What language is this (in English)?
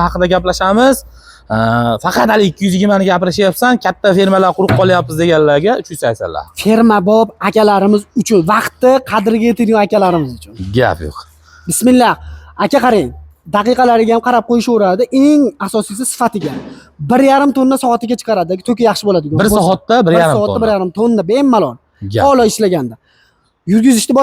Uzbek